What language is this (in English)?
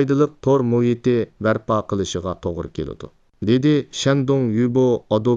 Uyghur